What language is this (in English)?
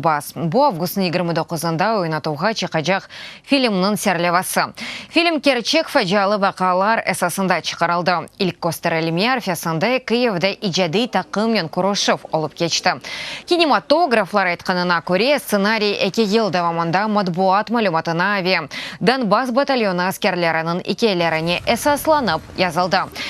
Crimean Tatar